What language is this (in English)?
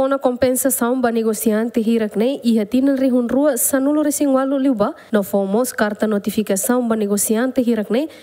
Tetum